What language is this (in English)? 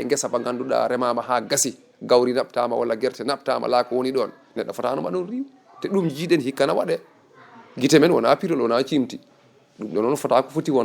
Fula